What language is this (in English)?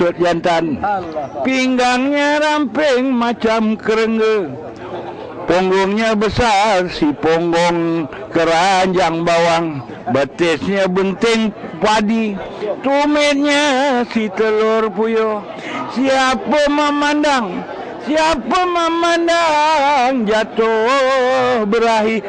Banjar